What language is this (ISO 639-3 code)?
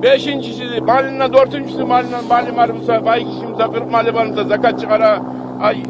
kum